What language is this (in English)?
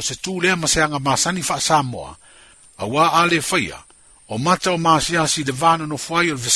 Samoan